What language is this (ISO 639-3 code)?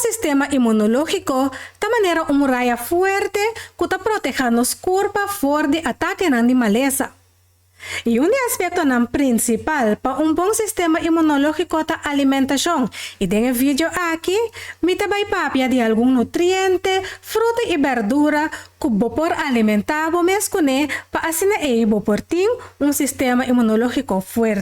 pap